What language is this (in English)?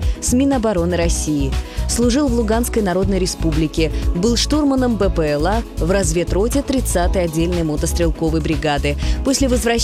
Russian